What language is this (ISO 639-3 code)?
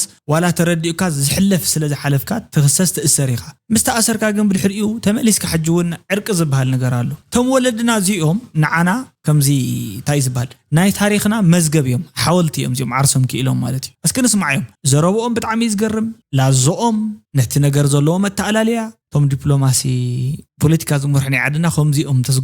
tir